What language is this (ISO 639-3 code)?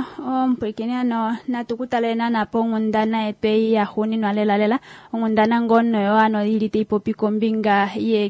kua